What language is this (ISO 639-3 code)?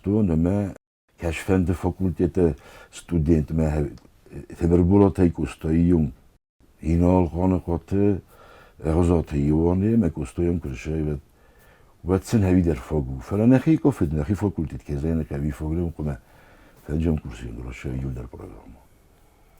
oss